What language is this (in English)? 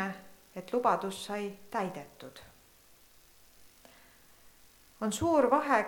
Estonian